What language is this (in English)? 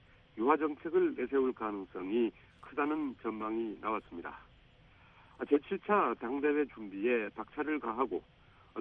Korean